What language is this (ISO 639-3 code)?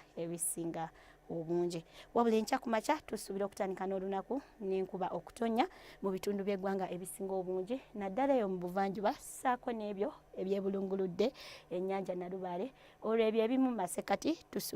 lug